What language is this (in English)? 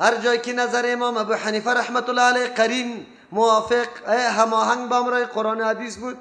Persian